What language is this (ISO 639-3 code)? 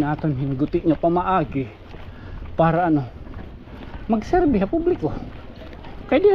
war